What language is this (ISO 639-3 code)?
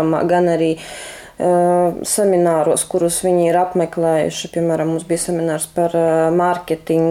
lav